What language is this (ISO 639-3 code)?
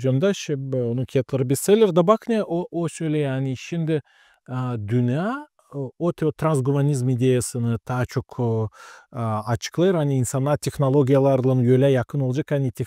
gag